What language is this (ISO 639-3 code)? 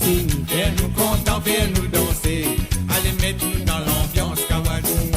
mfe